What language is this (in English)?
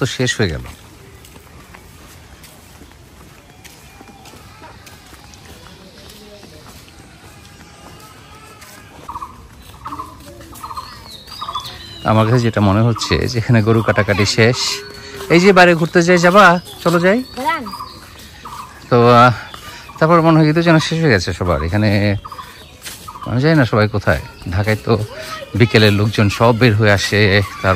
Bangla